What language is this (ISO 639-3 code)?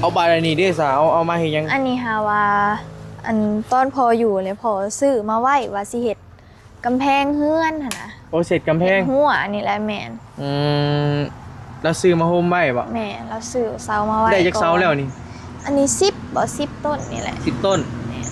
tts